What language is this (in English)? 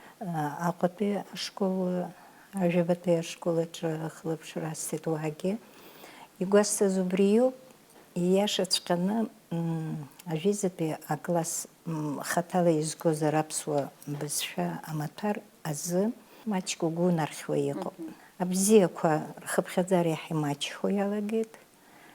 Abkhazian